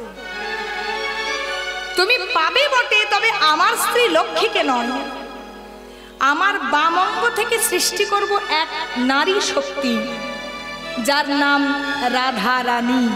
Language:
Bangla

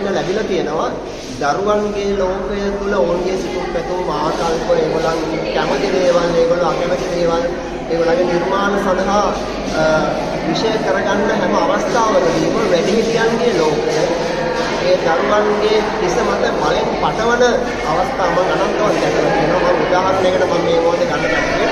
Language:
Sinhala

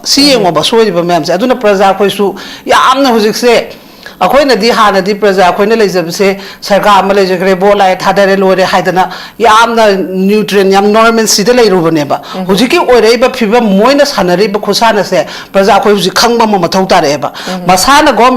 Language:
Manipuri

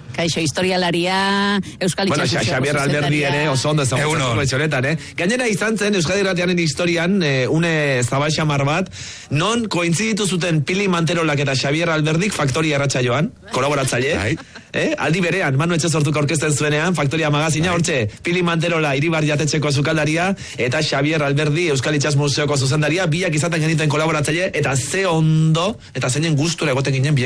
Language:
Basque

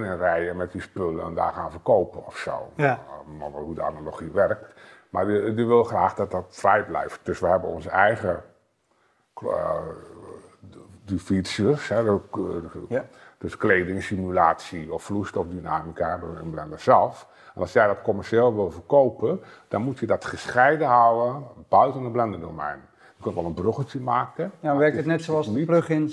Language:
Dutch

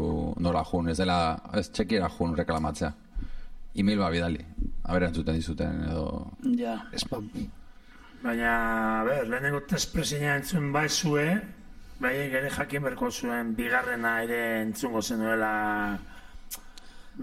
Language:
Basque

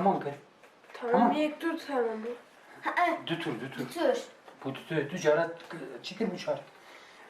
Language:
Kurdish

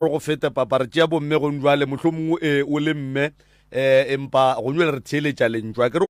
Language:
Northern Sotho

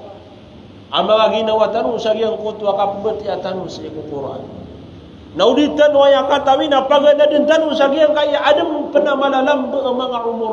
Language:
Maranao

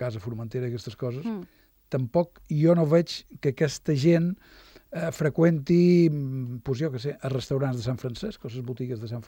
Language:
Catalan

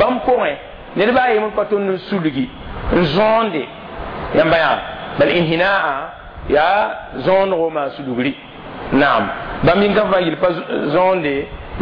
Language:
Mossi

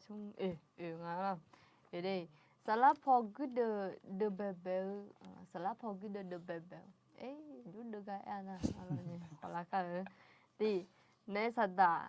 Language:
Akha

